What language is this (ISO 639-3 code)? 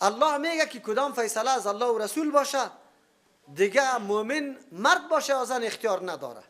fas